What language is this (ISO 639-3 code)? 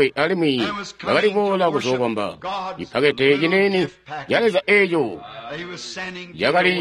toi